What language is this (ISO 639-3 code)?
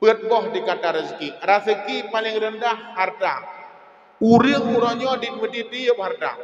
ace